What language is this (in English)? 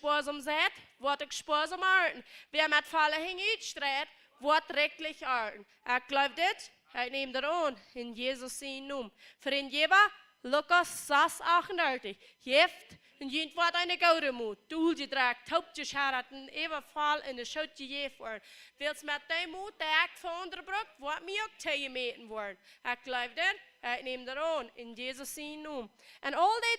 Plautdietsch